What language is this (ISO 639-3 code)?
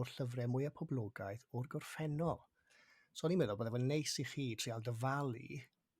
cym